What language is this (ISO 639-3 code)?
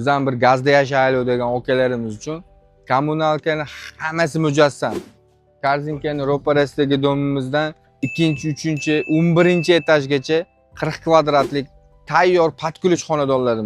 uzb